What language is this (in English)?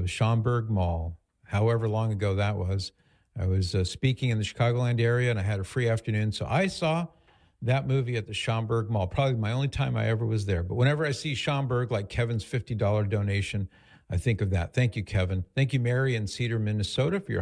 English